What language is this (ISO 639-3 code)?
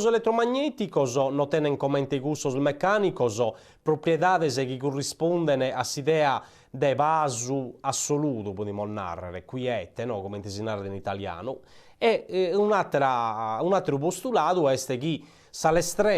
srd